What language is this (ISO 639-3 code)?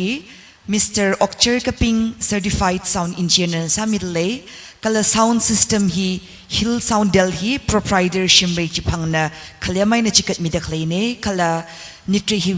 nmf